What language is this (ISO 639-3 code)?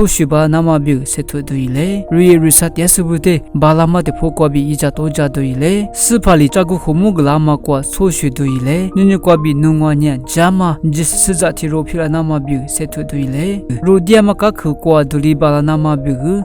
lis